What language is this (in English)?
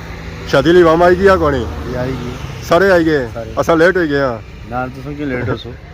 Pahari-Potwari